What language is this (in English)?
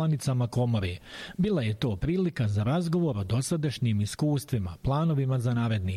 Bosnian